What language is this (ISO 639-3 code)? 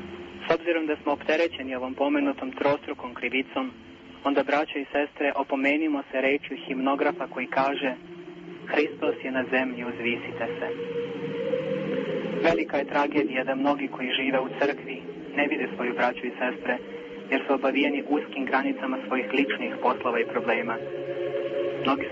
srp